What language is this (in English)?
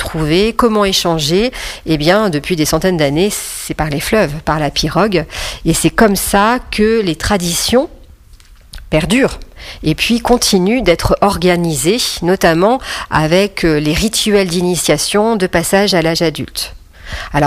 French